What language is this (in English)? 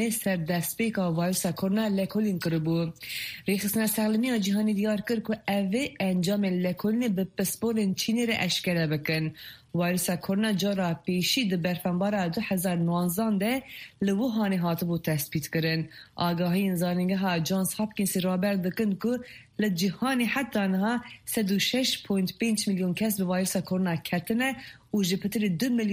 Kurdish